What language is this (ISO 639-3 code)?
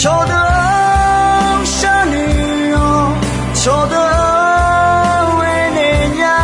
ahk